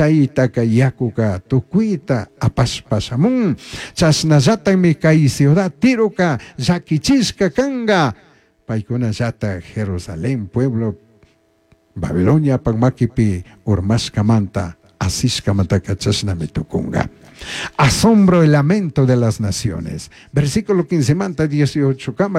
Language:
Chimborazo Highland Quichua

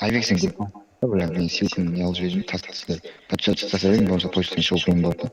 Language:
Kara-Kalpak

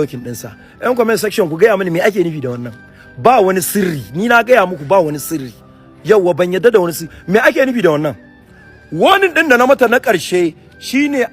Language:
Hausa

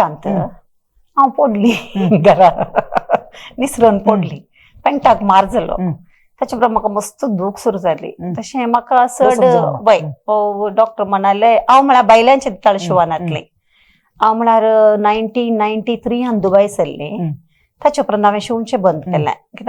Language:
Konkani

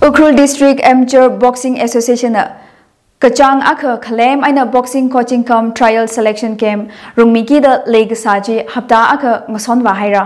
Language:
Tangkhul Naga (India)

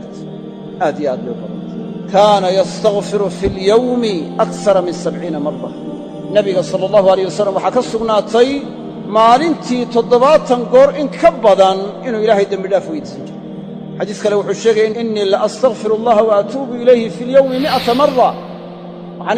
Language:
Somali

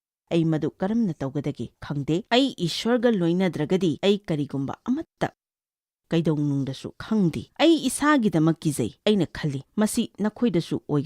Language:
Manipuri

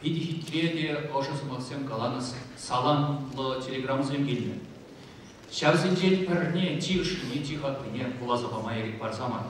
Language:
Chuvash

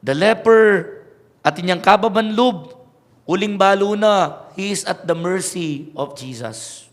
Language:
Pampanga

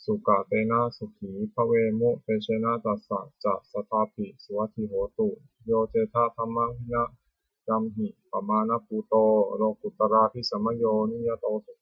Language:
Pali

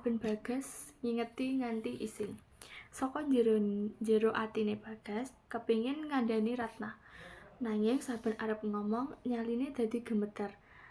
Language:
Javanese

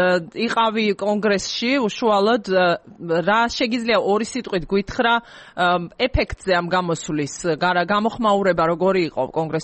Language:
Georgian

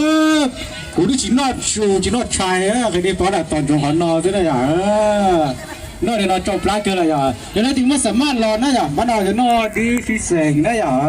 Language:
Hmong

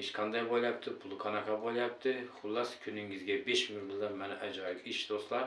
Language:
Uzbek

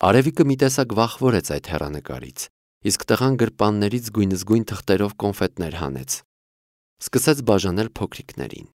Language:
Armenian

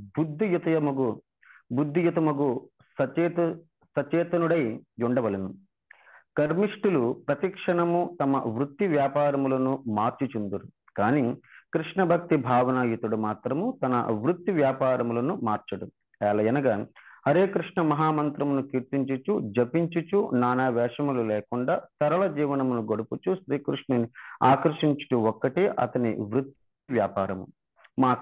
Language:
Telugu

